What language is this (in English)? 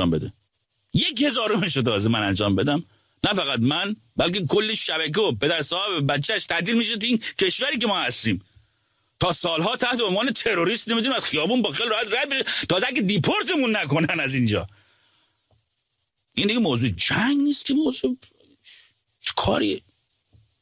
Persian